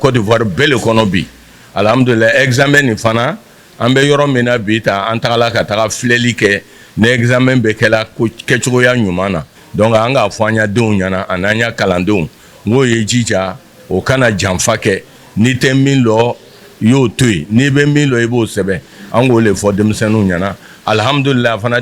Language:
Bambara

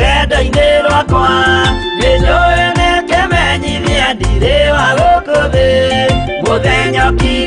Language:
Kikuyu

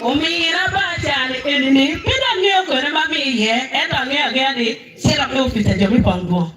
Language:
Acoli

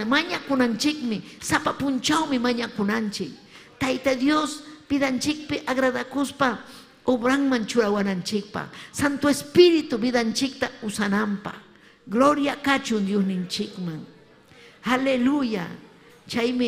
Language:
Ayacucho Quechua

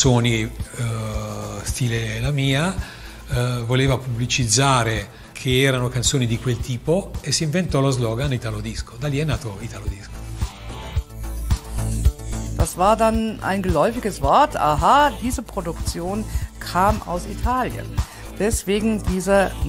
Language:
Italian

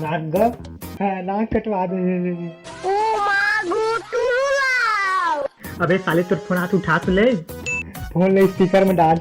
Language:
Chhattisgarhi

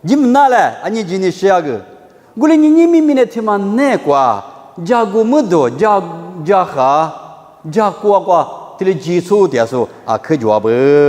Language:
Lisu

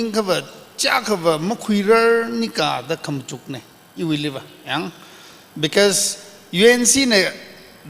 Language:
Tangkhul Naga (India)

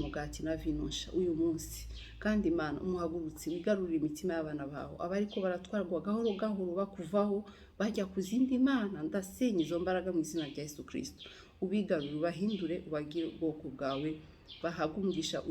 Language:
Kinyarwanda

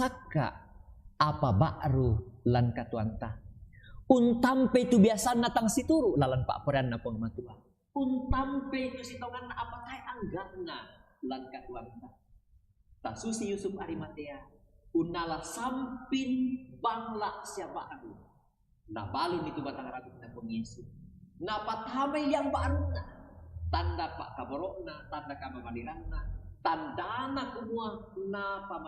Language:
Toraja-Sa'dan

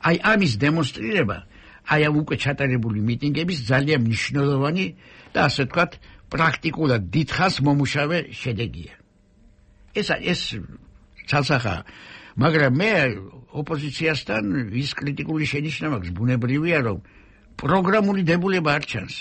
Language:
Georgian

